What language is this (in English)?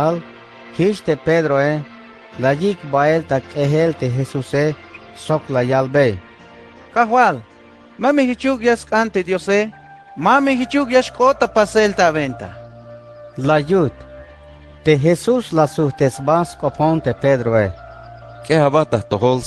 Tzeltal